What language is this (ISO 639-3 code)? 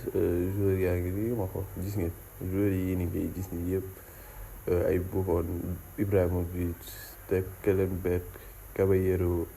wol